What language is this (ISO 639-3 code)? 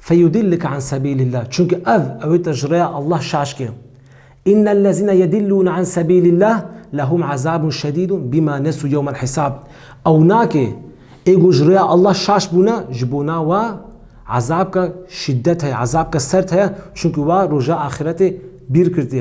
kur